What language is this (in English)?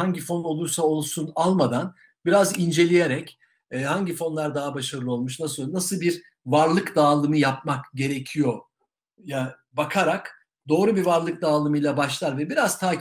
Turkish